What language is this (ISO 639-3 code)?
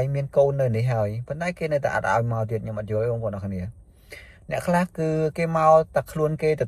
khm